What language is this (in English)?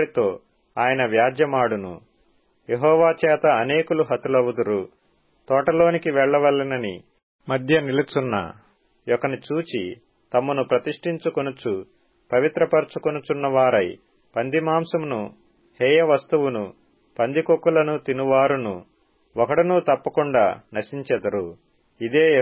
Telugu